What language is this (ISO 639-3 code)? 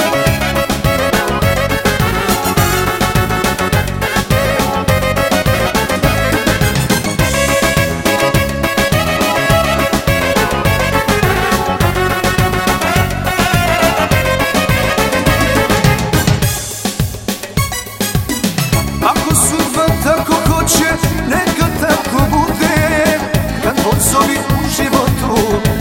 hrv